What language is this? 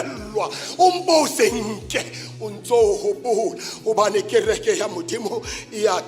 Southern Sotho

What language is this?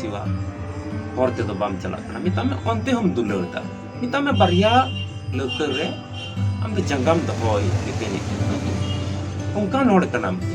Santali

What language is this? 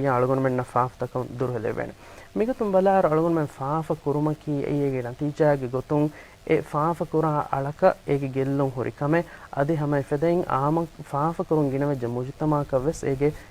Divehi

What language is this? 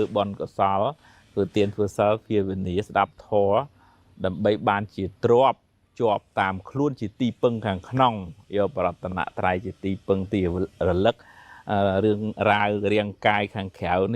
Khmer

